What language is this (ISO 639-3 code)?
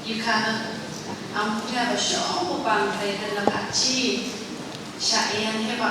nph